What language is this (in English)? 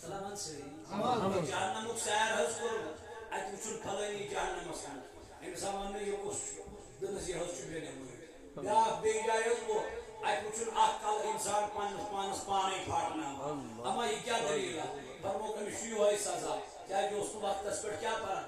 Kashmiri